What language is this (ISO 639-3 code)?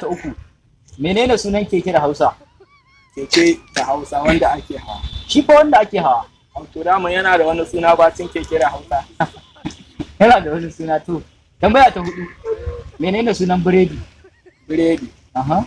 hau